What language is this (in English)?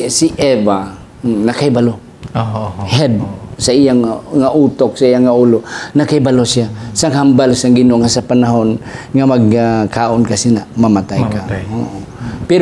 Hiligaynon